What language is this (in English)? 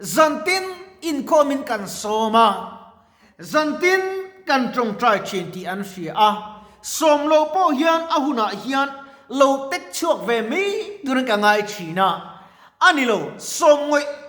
Mizo